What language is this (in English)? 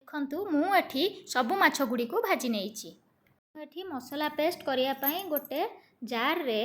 Odia